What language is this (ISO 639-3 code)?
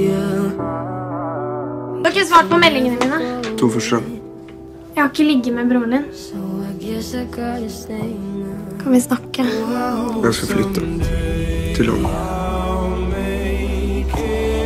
nor